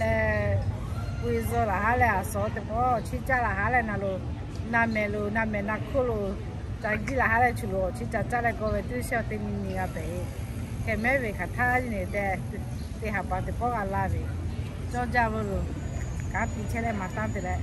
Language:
Lahu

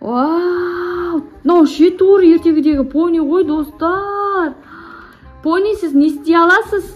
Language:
Kazakh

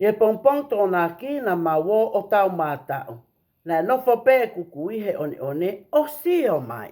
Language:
Tongan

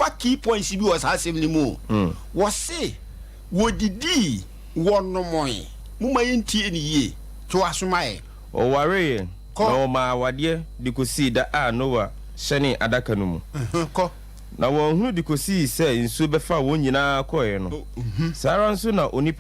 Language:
Akan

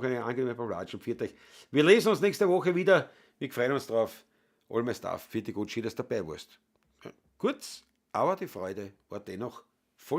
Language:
Bavarian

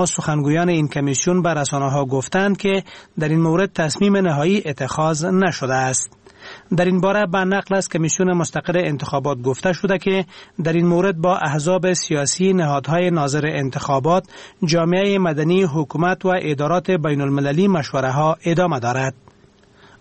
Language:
Persian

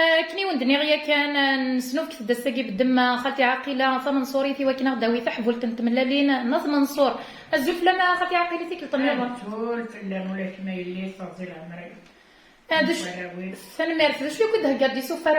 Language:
Kabyle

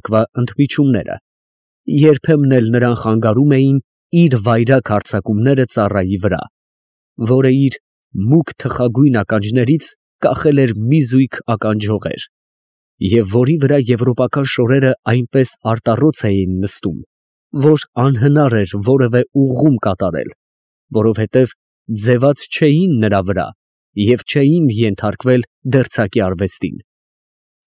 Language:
Armenian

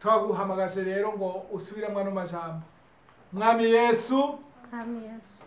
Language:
Rundi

